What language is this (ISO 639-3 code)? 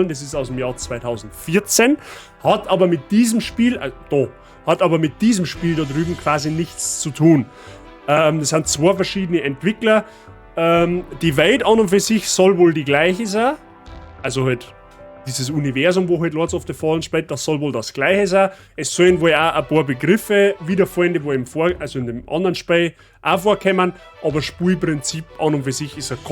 bar